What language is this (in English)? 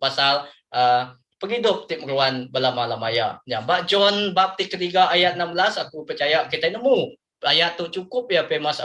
Iban